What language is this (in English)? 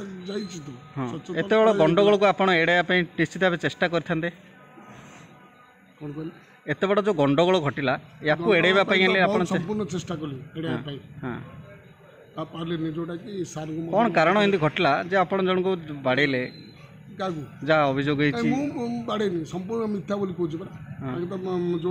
Odia